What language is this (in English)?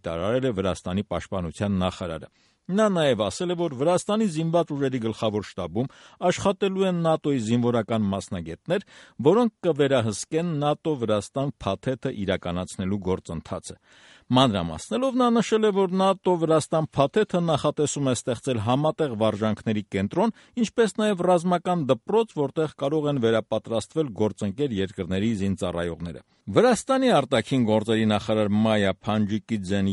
Armenian